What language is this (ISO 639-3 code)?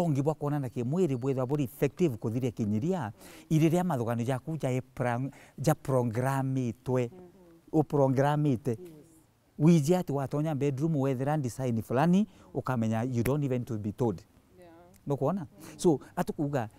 mer